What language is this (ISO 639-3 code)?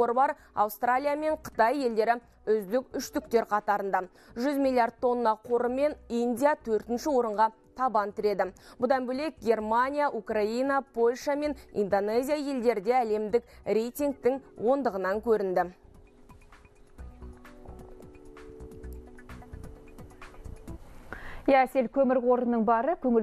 kaz